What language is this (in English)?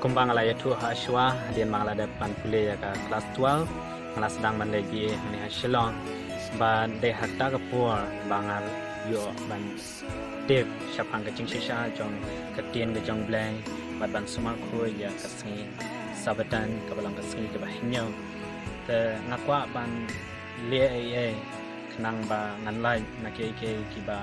Khasi